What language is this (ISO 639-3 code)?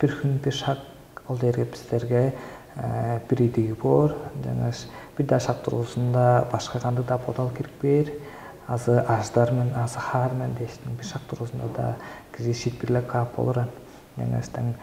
tyv